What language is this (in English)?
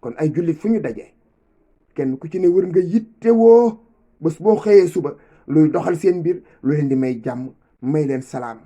Wolof